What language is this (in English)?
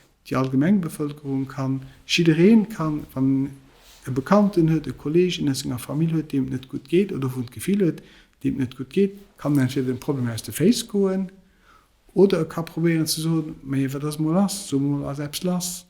Luxembourgish